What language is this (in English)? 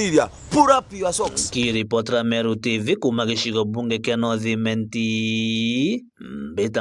Meru